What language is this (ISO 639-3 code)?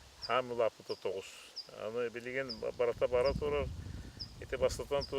sah